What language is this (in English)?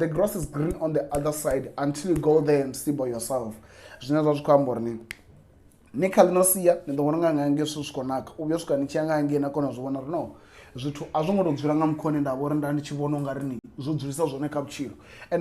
Venda